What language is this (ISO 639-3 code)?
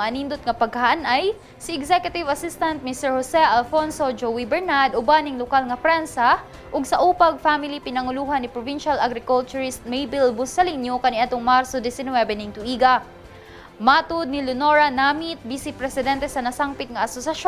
ceb